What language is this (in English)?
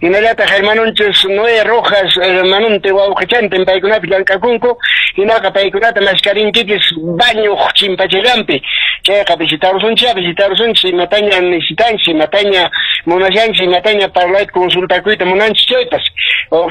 Quechua